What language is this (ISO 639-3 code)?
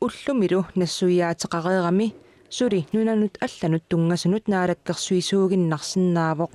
kal